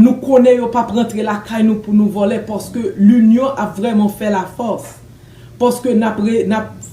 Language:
Haitian Creole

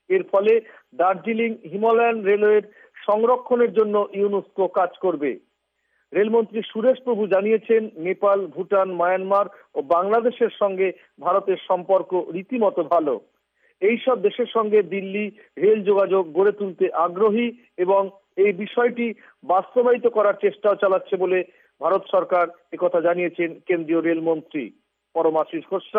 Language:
Bangla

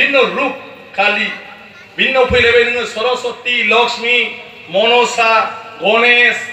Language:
Bodo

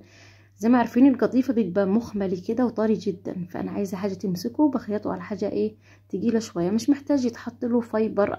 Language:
Egyptian Arabic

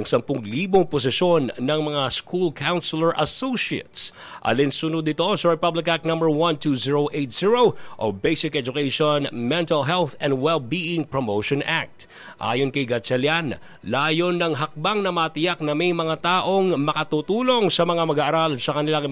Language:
Filipino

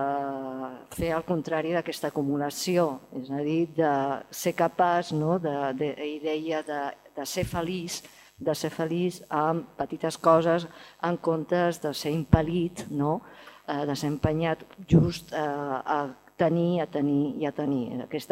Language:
Catalan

